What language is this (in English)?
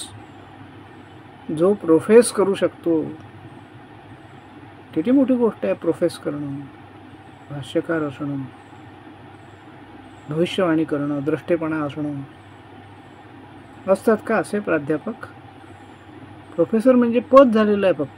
Marathi